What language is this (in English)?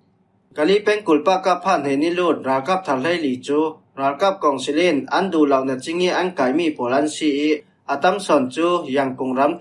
Falam Chin